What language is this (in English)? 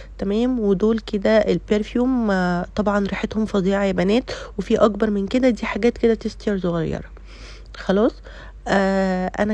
Egyptian Arabic